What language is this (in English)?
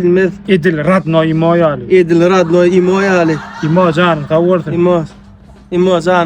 Turkmen